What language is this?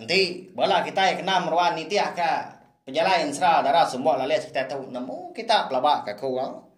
Iban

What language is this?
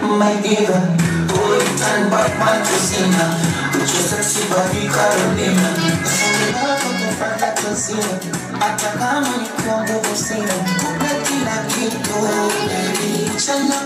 Kinyarwanda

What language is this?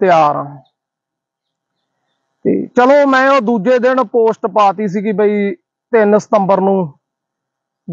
Punjabi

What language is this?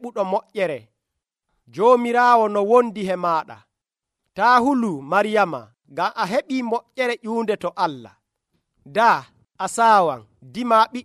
Nigerian Fulfulde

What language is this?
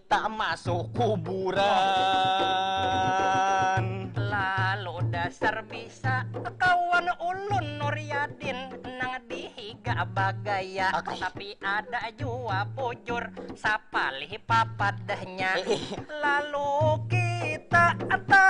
Banjar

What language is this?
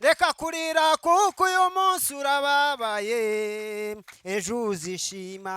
Kinyarwanda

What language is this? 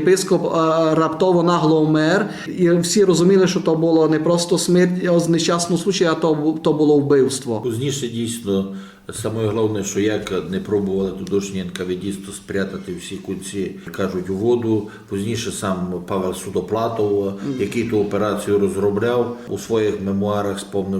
Rusyn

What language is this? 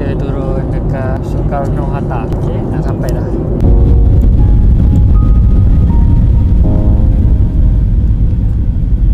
Malay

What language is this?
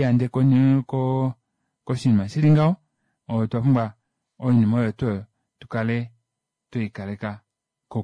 Kuanyama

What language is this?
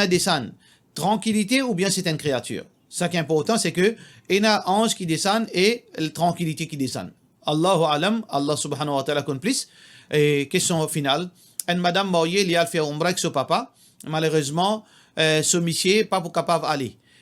Morisyen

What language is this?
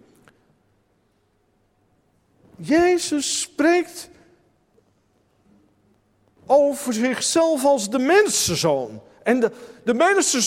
Dutch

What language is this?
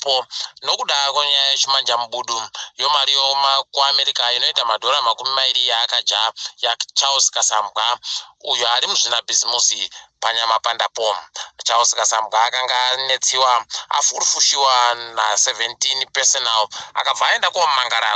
Ndau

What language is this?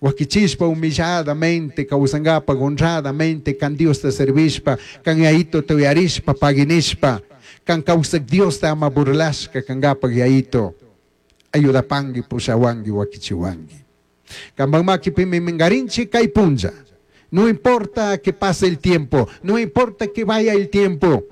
Chimborazo Highland Quichua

